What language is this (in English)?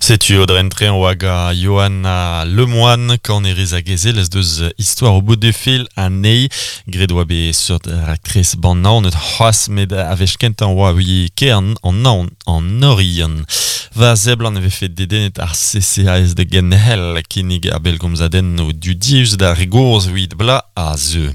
Breton